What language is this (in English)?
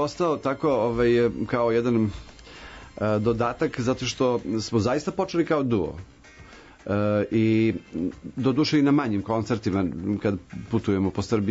Serbian